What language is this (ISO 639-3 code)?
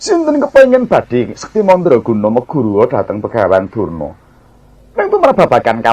jav